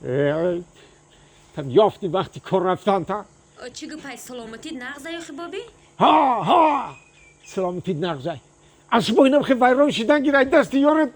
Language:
Tajik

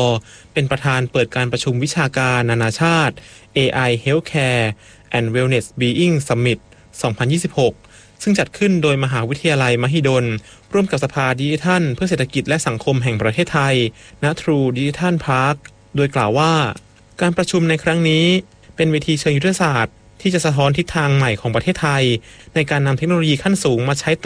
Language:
Thai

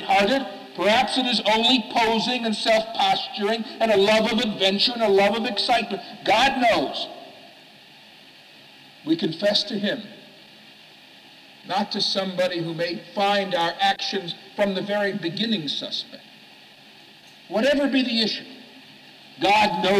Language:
English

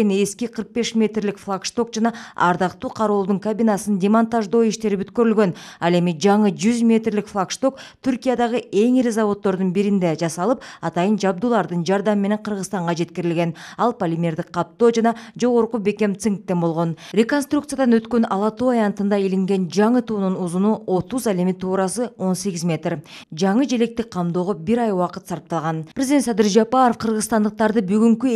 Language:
Kyrgyz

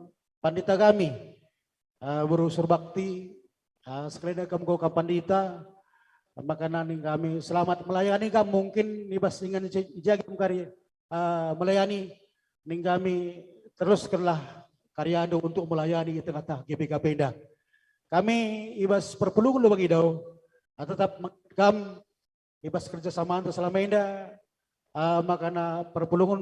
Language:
Batak Karo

